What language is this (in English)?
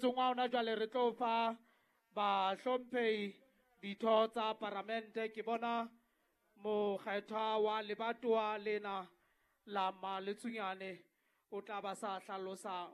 Southern Sotho